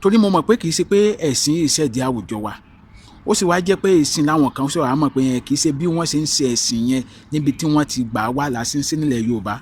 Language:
Yoruba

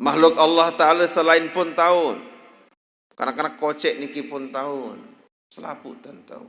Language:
Sasak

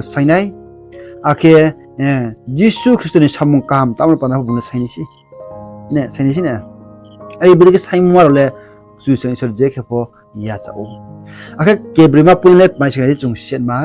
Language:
Riang (India)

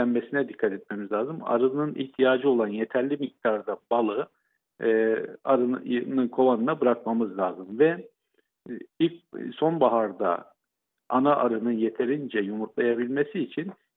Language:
Turkish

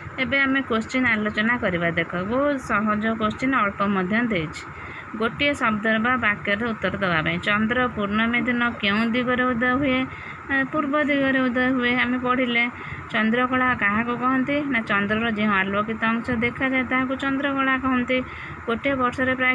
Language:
Odia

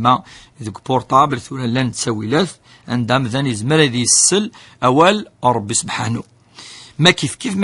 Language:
Kabyle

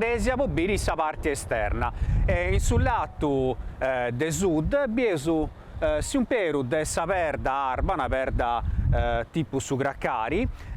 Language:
Sardinian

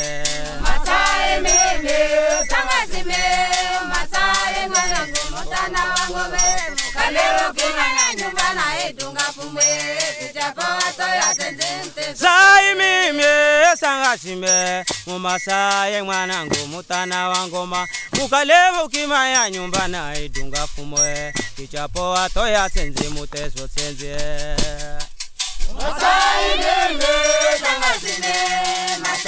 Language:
Swahili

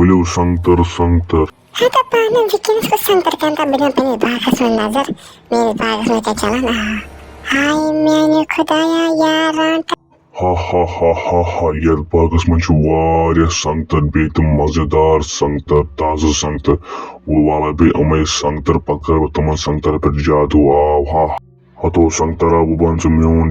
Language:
Kashmiri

